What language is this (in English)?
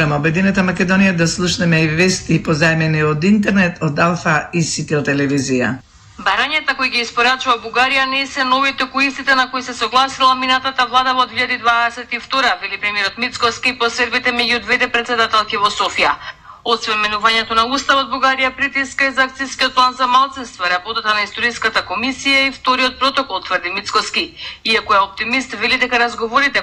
Macedonian